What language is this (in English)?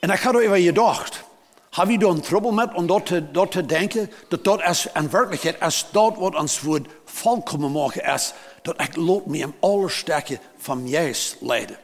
Plautdietsch